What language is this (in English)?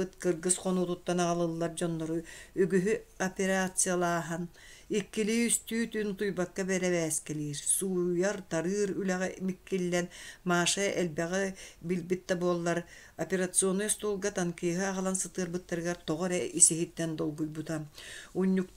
Yakut